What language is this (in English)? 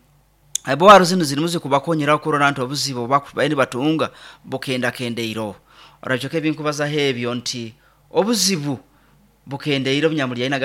Nyoro